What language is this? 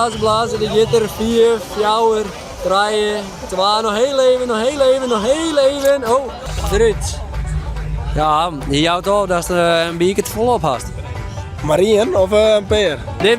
Western Frisian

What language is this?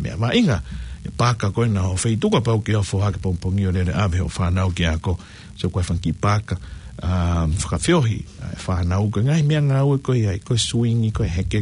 Tongan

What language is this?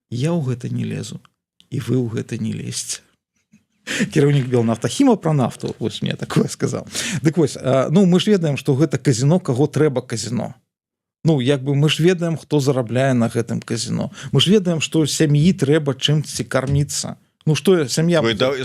Belarusian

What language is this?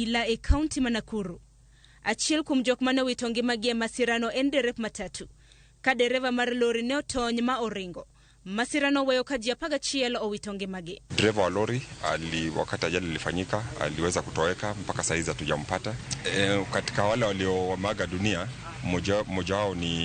Luo (Kenya and Tanzania)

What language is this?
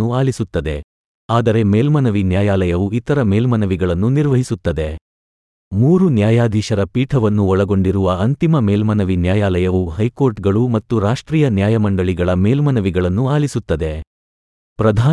Kannada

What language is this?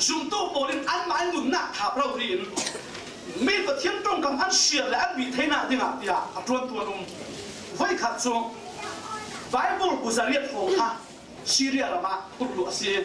Falam Chin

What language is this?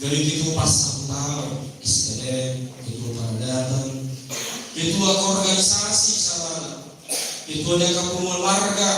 Batak Toba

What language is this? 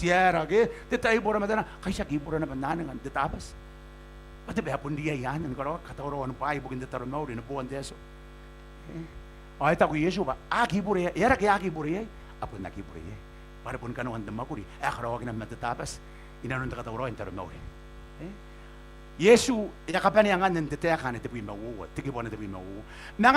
Gilbertese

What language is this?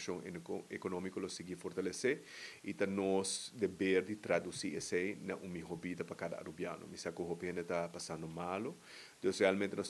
Papiamento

